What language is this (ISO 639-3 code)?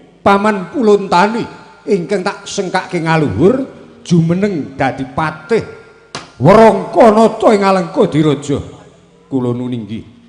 jav